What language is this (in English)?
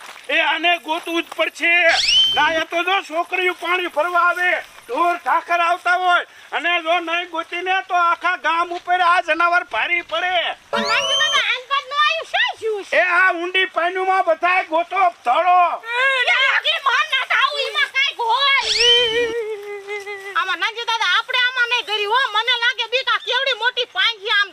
Gujarati